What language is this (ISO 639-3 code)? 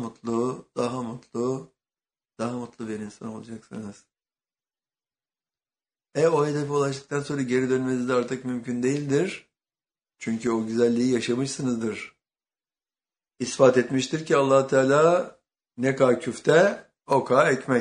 tur